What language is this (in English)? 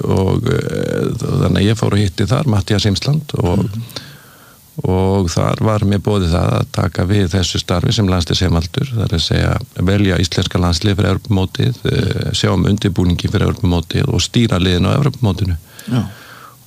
Icelandic